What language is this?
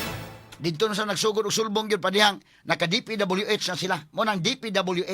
Cebuano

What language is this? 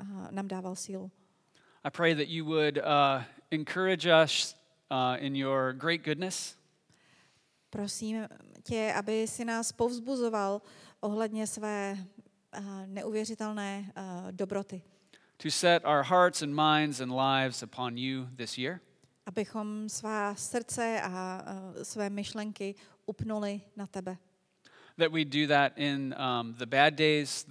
Czech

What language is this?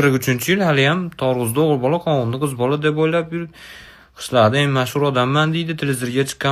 Uzbek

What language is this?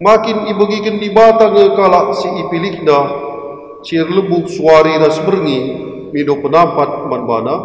Batak Karo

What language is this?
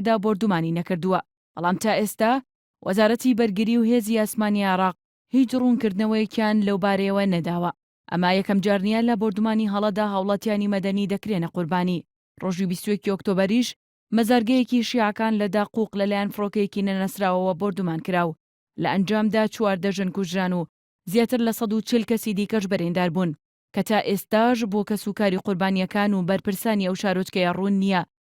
Central Kurdish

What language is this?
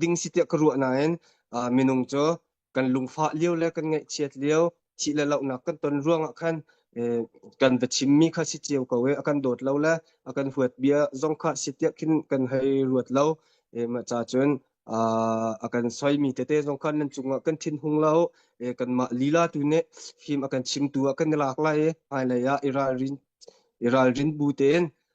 Hakha Chin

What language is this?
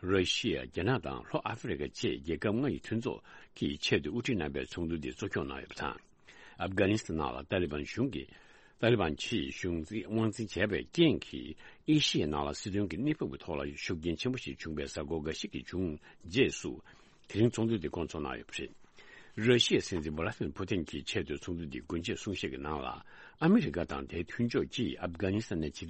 Tibetan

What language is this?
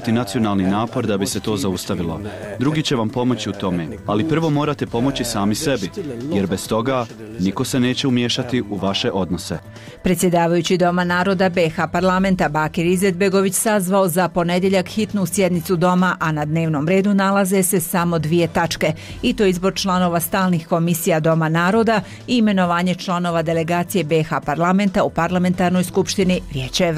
Bosnian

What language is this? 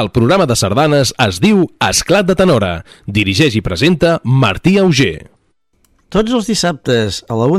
Catalan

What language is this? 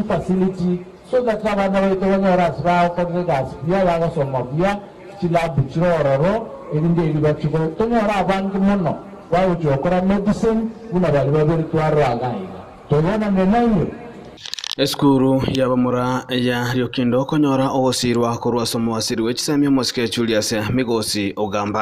Gusii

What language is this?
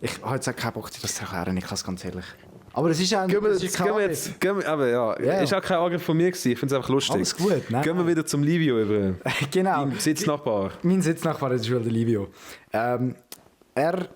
Swiss German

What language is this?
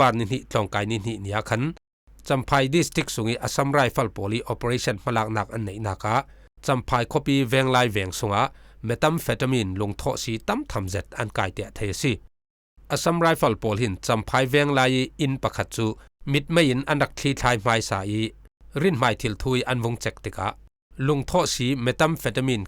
Falam Chin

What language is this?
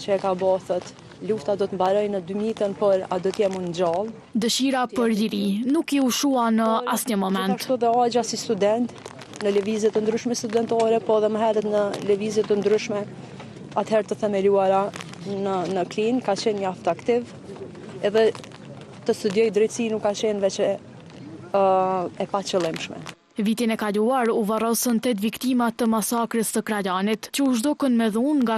Albanian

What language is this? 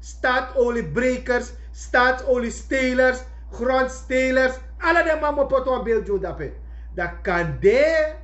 Sranan Tongo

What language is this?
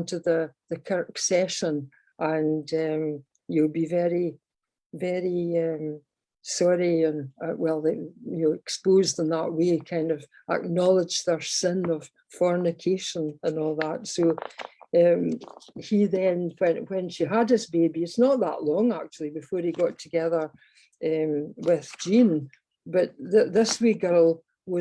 Scots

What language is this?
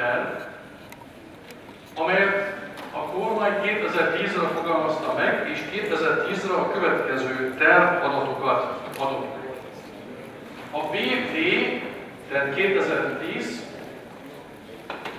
Hungarian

